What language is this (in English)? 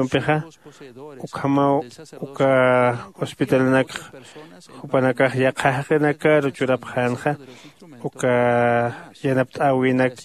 Aymara